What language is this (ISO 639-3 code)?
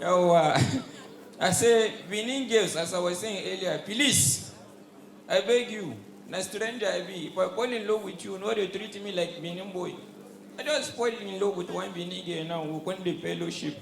pcm